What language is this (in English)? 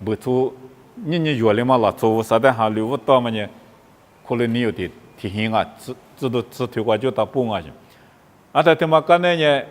Lisu